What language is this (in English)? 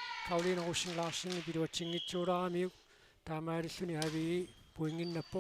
Kalaallisut